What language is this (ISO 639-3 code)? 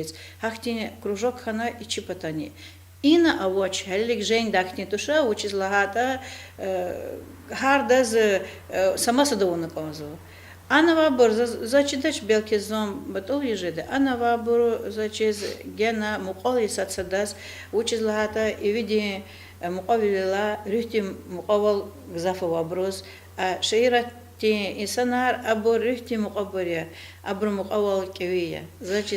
lez